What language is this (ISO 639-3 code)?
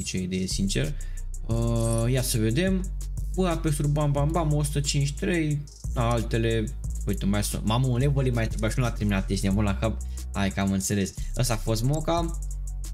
ron